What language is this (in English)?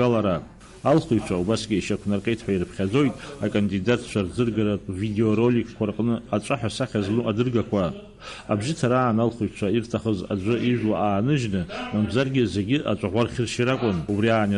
Abkhazian